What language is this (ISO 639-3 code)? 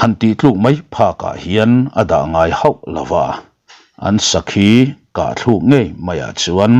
lus